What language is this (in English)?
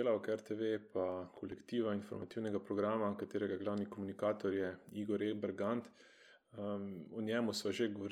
Slovenian